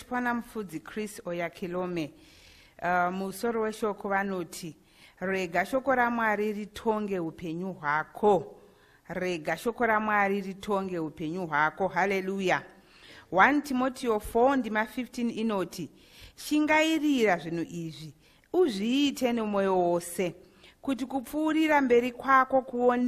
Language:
Shona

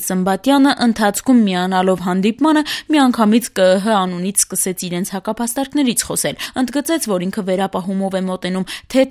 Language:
Armenian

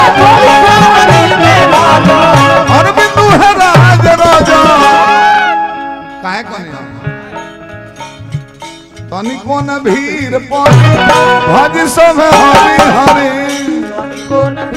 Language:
Bhojpuri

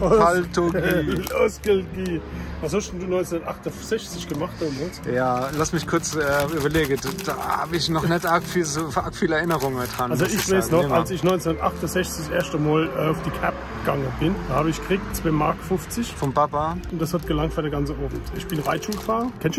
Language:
Palatine German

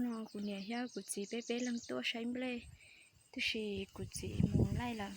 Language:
Hmong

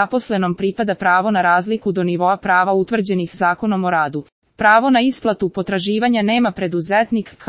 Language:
Serbian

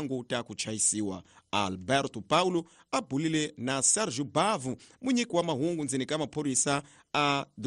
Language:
Tsonga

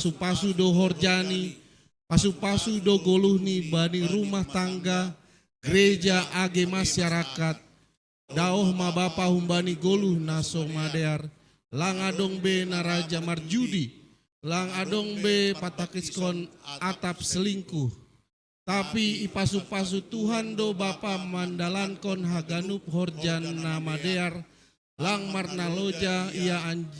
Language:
Batak Simalungun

